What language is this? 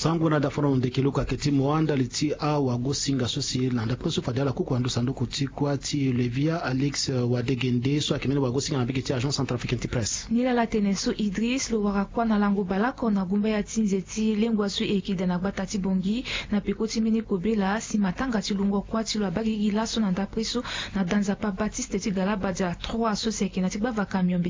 Sango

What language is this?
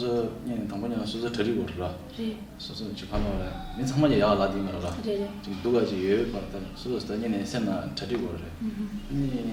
Tibetan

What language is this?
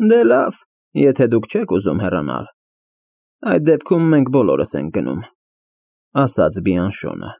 Armenian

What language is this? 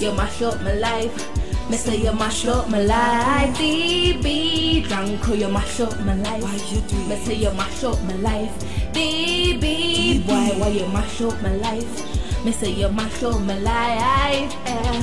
Jamaican Creole English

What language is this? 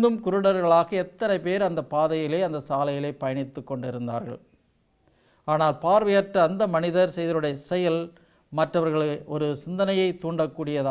Tamil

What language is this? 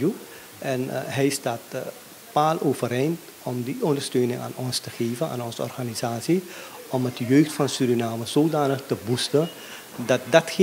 Dutch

